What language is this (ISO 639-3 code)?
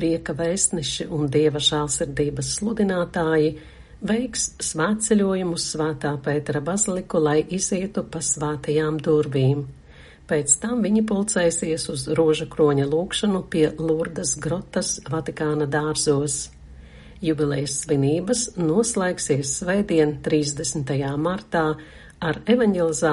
lav